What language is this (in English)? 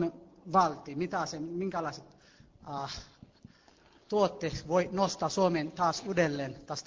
Finnish